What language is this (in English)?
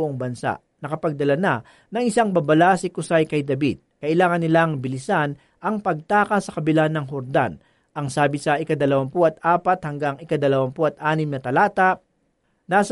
Filipino